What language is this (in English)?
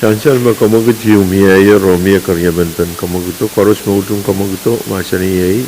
Pohnpeian